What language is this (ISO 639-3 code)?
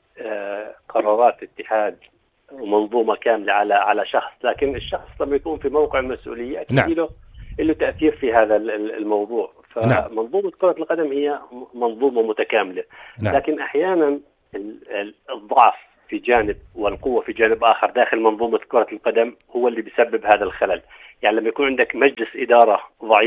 apc